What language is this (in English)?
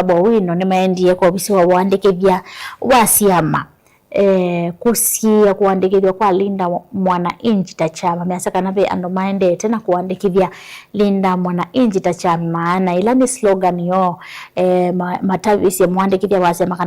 Kamba